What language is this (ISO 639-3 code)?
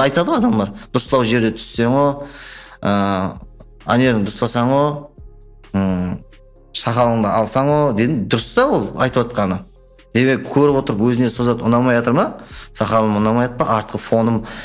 kaa